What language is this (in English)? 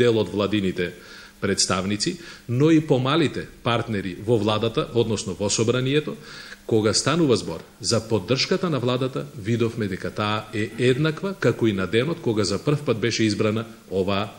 Macedonian